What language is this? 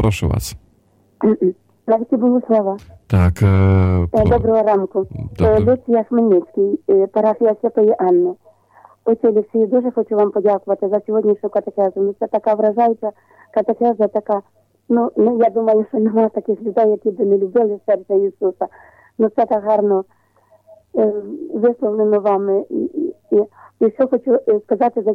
Ukrainian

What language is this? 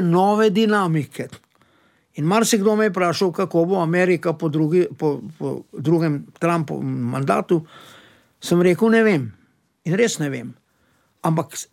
Slovenian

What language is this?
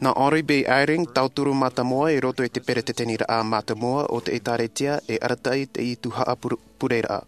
Tahitian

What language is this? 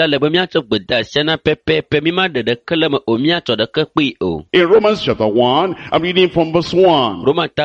Ewe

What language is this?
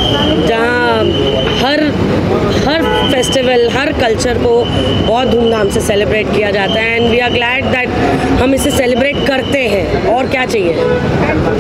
Hindi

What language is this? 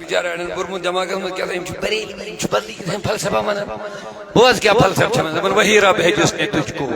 Kashmiri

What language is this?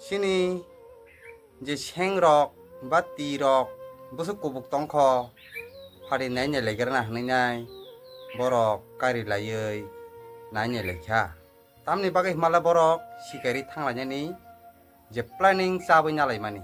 Kok Borok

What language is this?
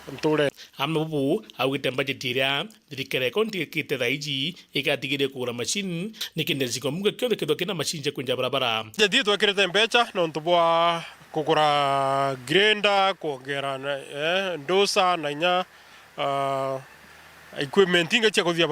Meru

